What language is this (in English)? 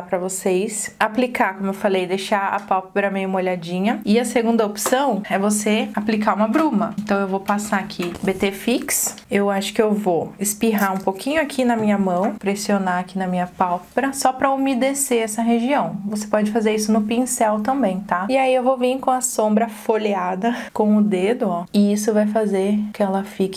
Portuguese